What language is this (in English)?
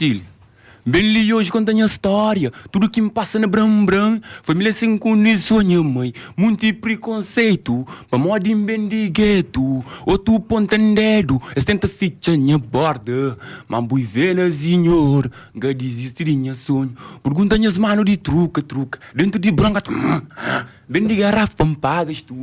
Kabuverdianu